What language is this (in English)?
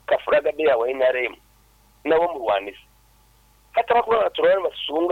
Nyoro